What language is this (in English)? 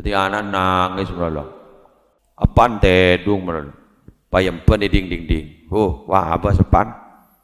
Madurese